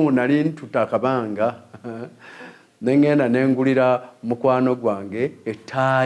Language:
Ganda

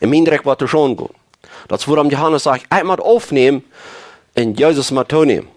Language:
Plautdietsch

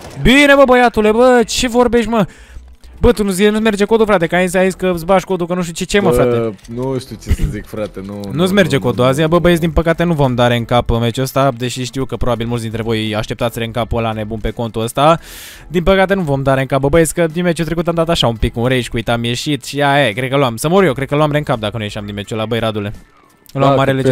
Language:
Romanian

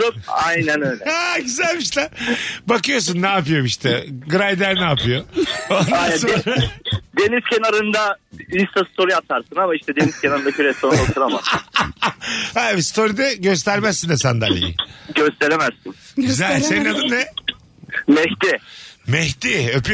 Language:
Turkish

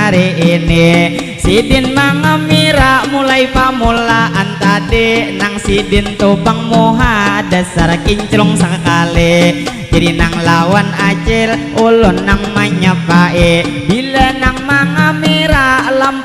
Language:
Banjar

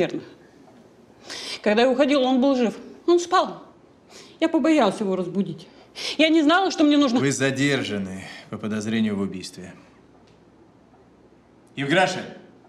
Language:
Russian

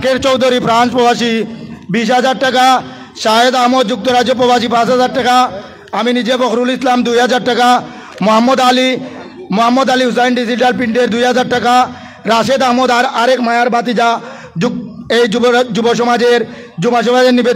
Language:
Sylheti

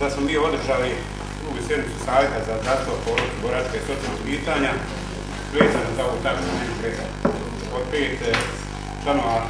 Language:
Bosnian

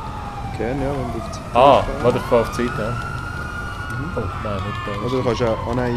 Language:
Swiss German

